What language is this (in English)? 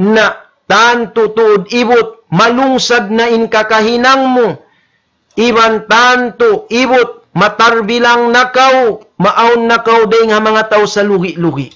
Tausug